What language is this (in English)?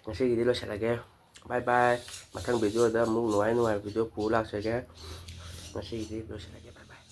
Manipuri